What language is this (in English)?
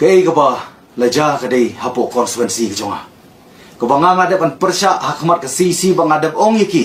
Khasi